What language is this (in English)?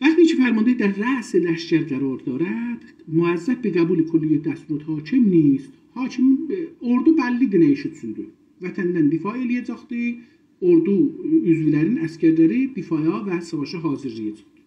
South Azerbaijani